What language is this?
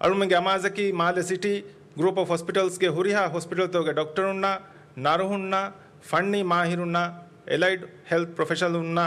Divehi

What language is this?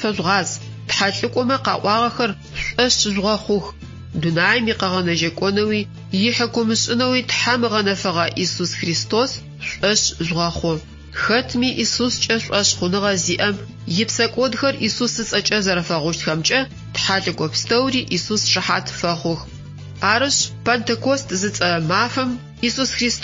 Adyghe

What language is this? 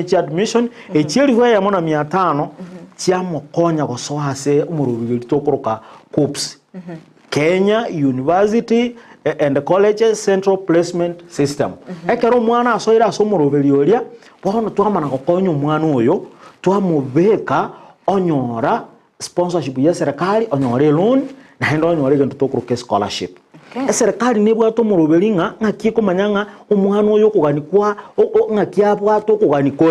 Gusii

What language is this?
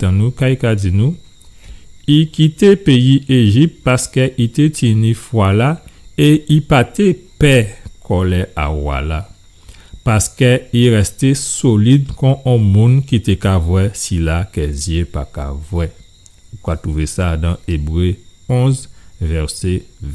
Guadeloupean Creole French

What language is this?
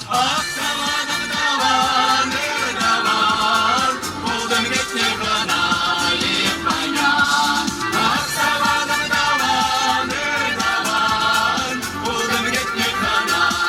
Chuvash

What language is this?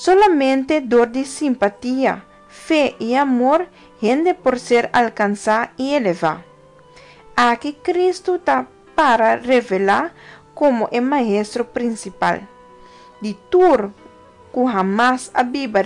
Papiamento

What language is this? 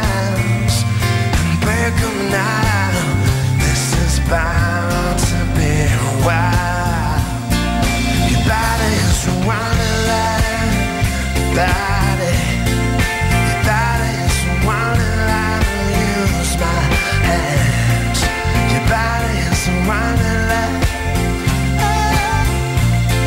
English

